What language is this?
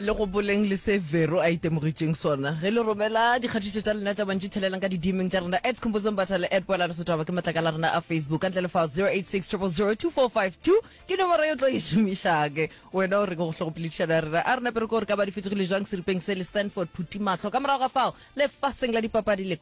Northern Sotho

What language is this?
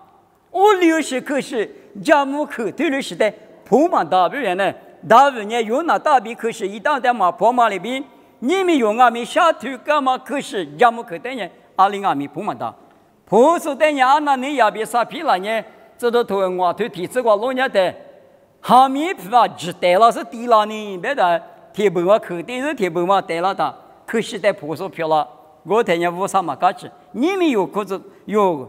Lisu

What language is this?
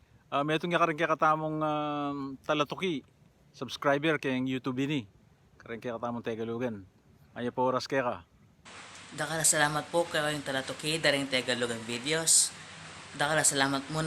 Pampanga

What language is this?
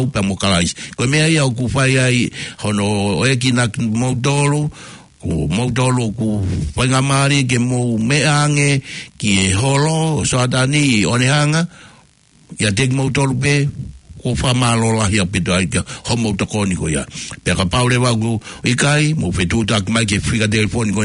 Tongan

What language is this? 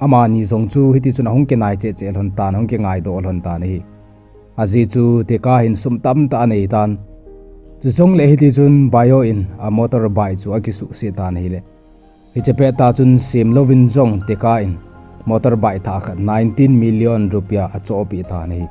Thado Chin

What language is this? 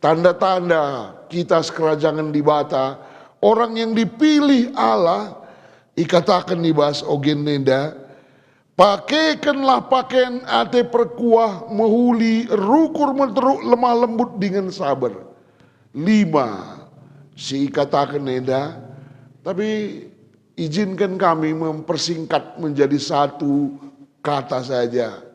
Batak Karo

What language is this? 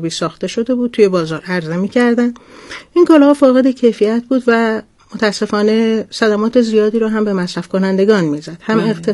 Persian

